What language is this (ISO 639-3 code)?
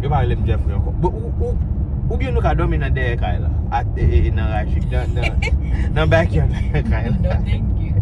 hat